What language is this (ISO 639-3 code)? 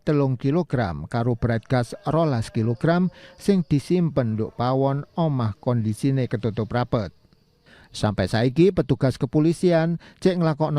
jav